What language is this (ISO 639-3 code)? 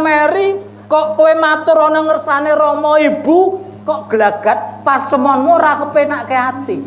jav